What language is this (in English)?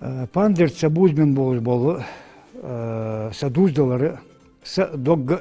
Ingush